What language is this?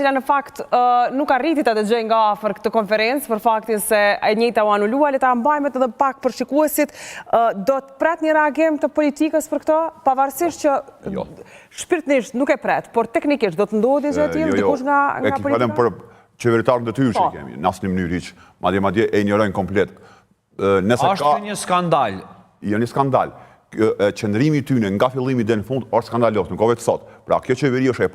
Albanian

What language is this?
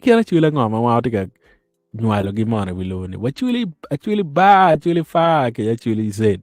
Acoli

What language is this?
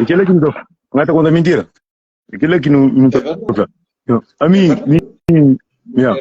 Kabuverdianu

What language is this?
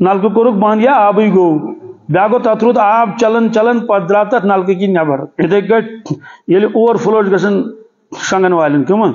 Kashmiri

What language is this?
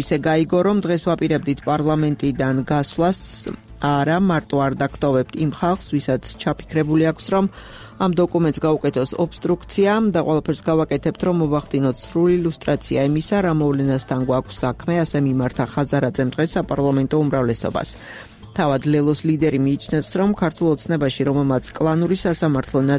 Georgian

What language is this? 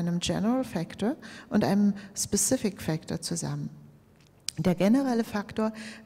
German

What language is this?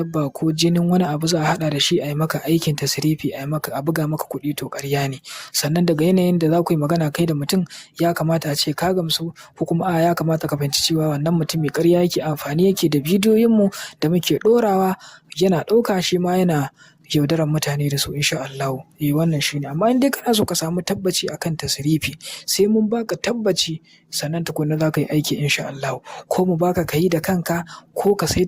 Hausa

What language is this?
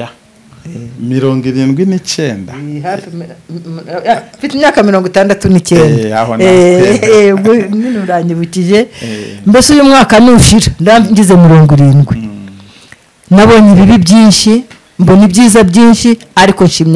Kinyarwanda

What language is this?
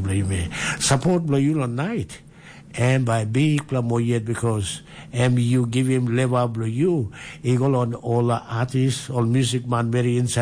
Tok Pisin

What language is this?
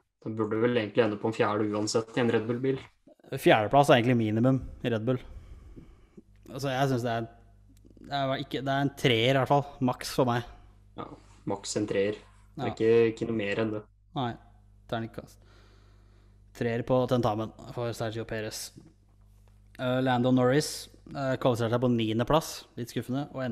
Norwegian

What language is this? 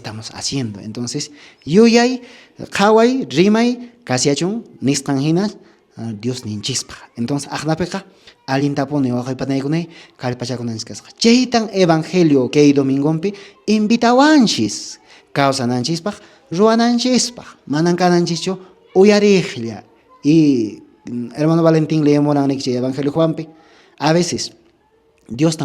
Quechua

